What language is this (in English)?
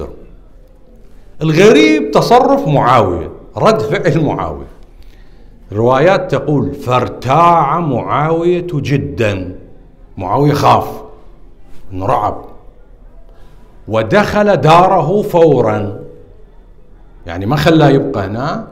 Arabic